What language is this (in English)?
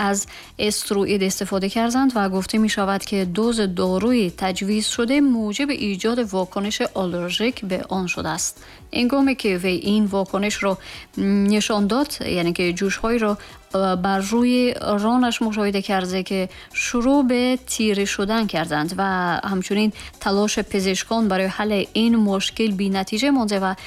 Tajik